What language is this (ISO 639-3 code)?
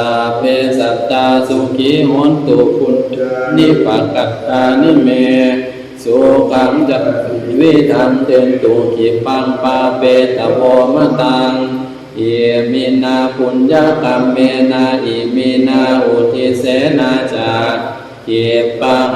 pli